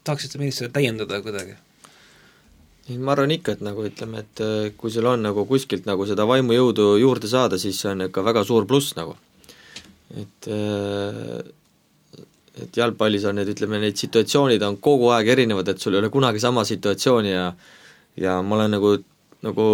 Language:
Estonian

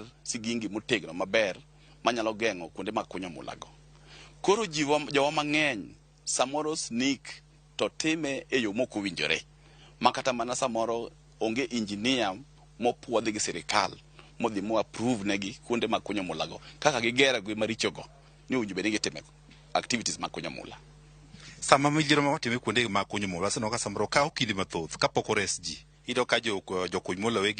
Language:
Luo (Kenya and Tanzania)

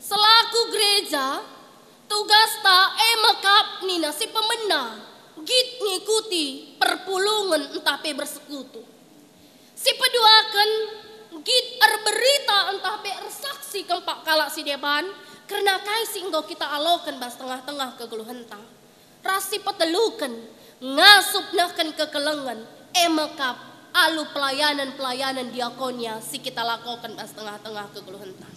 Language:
Batak Karo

